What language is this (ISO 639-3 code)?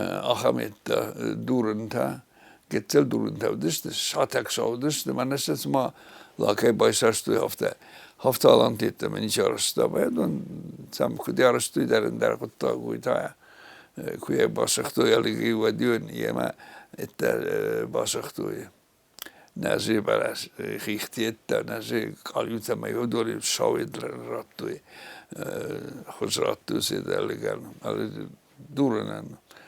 oss